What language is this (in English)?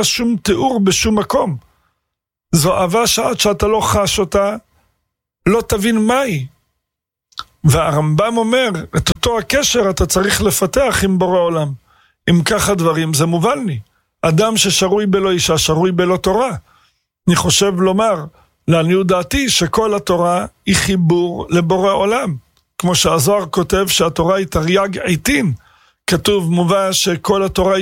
Hebrew